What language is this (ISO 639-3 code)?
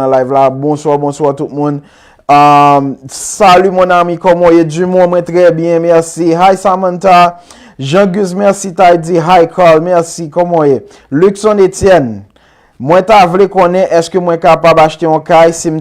hat